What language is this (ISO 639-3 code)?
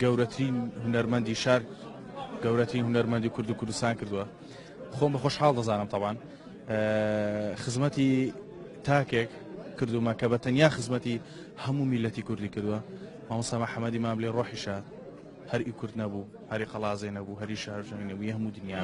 ckb